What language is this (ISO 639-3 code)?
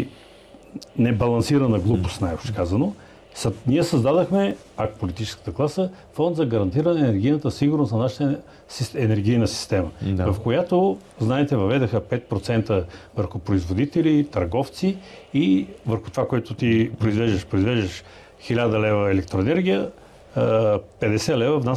bul